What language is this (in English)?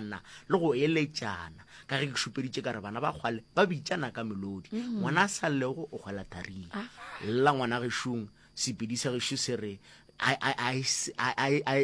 Northern Sotho